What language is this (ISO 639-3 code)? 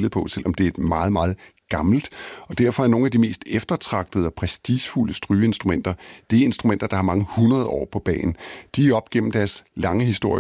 dan